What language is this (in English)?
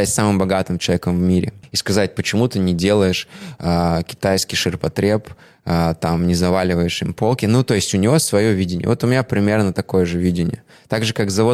Russian